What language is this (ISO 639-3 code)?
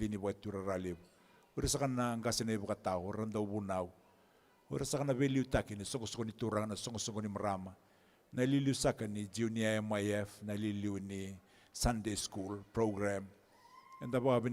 fij